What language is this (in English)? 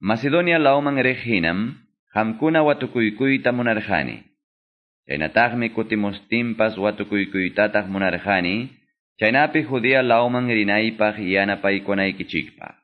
Quechua